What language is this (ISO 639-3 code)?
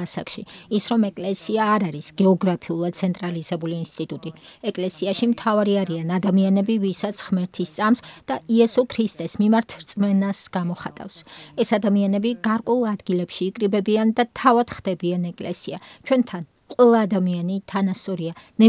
kat